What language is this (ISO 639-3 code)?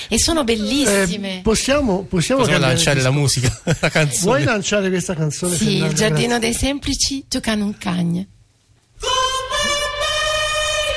ita